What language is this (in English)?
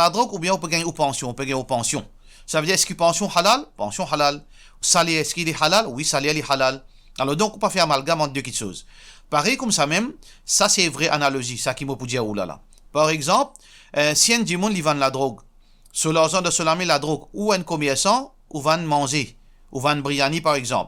Morisyen